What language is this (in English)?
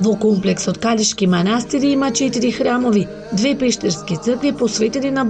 Macedonian